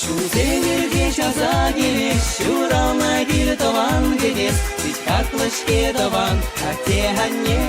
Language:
Chuvash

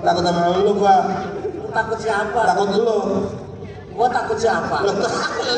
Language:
Betawi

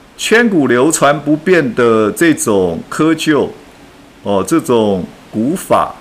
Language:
Chinese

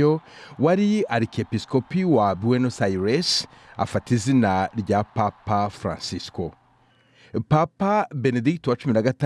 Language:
Kinyarwanda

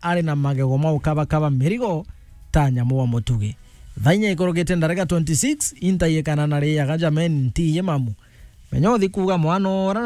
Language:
Meru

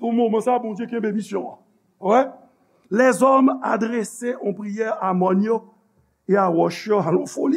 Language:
Haitian Creole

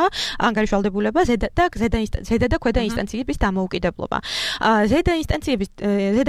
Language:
Georgian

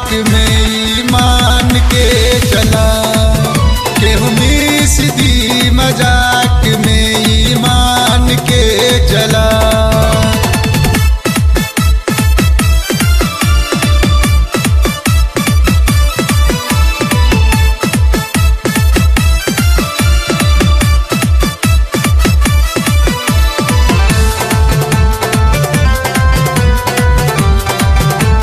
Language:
Bhojpuri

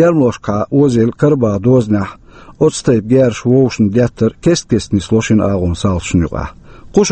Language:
Chechen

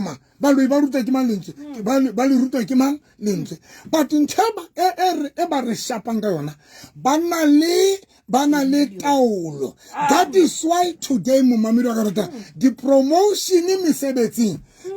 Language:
Southern Sotho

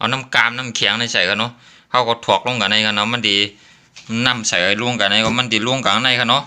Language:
Shan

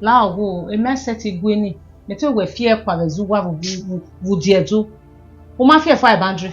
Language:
Bini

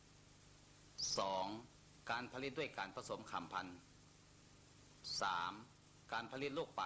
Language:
Lao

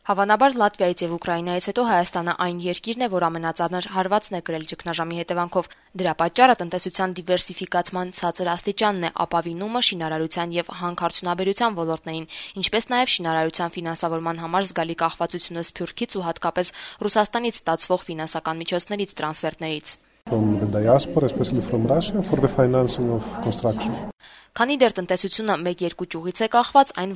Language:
Armenian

